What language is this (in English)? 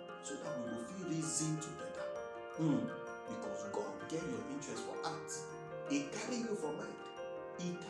Nigerian Pidgin